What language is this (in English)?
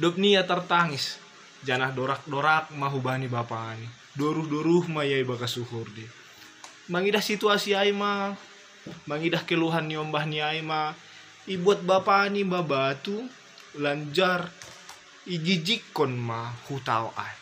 Batak Simalungun